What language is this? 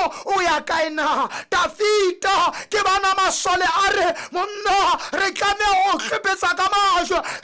Southern Sotho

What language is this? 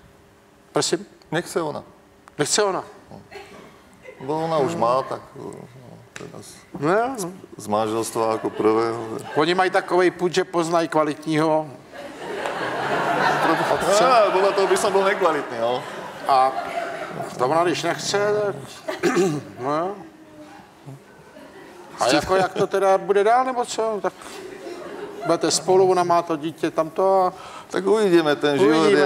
Czech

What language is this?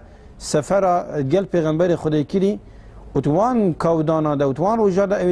Kurdish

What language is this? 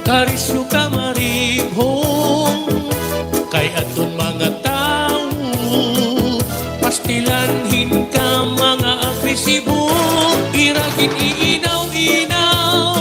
Waray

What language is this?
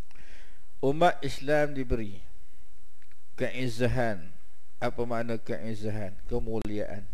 Malay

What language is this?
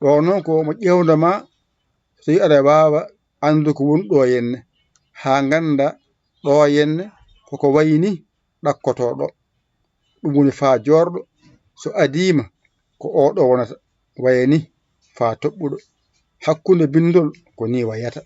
Fula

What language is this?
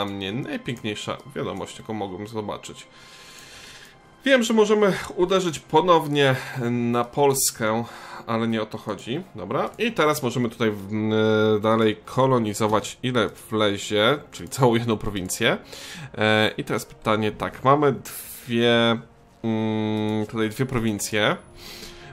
Polish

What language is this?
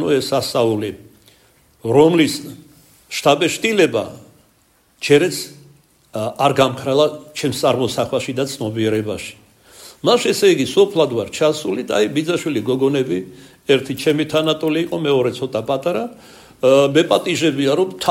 Georgian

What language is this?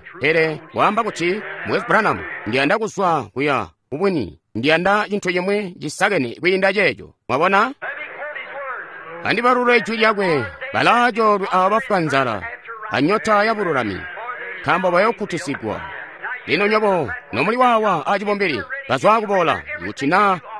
Tonga (Zambia)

